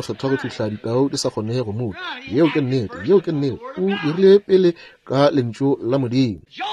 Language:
Northern Sotho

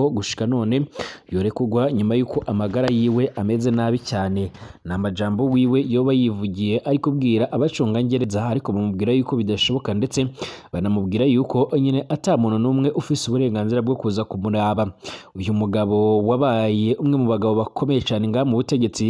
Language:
Rundi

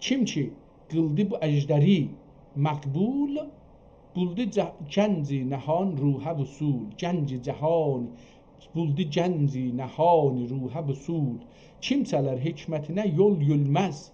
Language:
South Azerbaijani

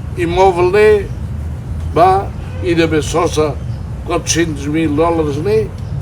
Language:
Tetum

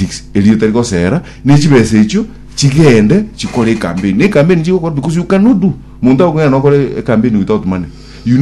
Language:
Gusii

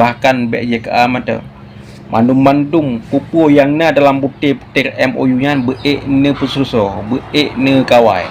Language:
Achinese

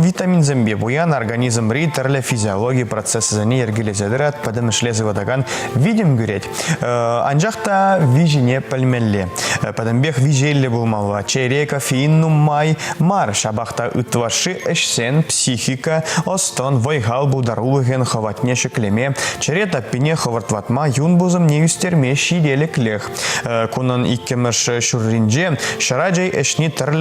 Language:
Chuvash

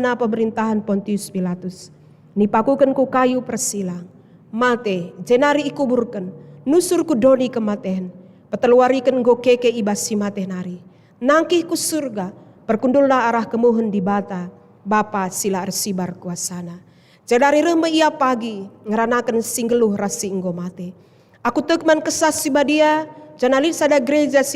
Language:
Batak Karo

